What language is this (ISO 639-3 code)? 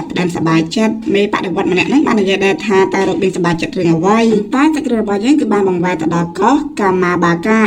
khm